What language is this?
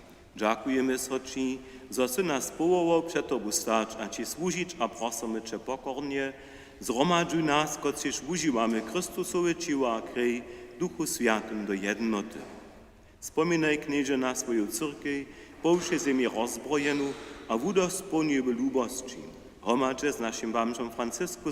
Upper Sorbian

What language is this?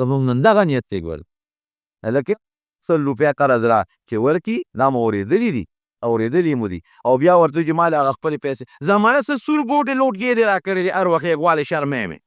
Pashto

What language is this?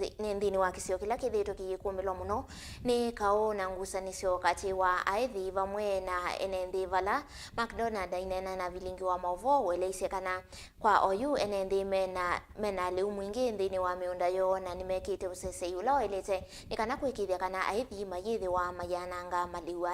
Kamba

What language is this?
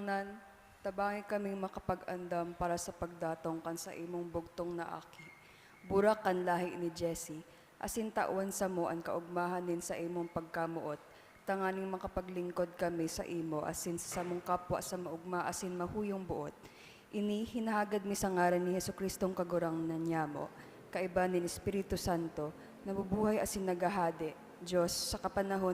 Bikol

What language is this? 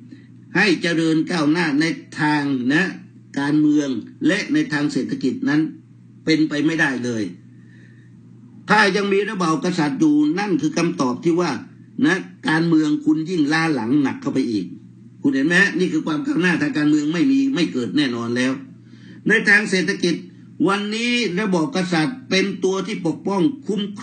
Thai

